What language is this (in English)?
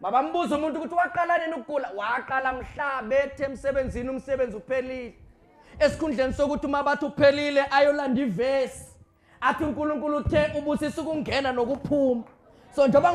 Zulu